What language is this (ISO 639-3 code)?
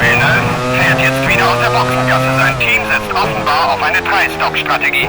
bar